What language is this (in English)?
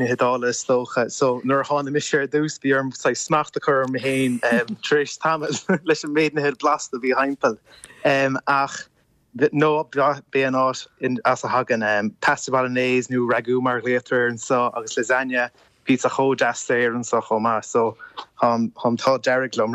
Irish